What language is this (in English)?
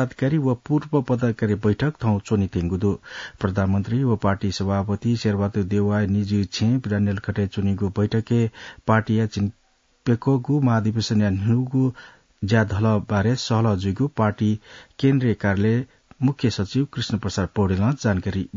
Newari